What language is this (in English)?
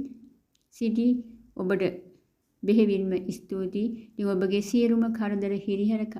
Sinhala